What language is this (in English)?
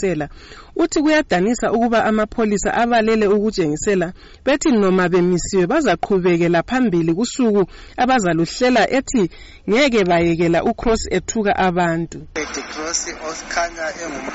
North Ndebele